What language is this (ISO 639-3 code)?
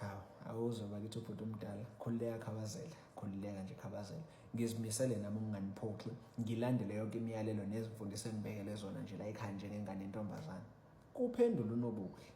zul